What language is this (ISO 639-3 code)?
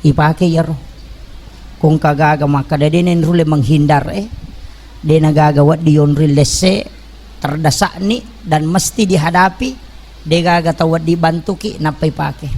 bug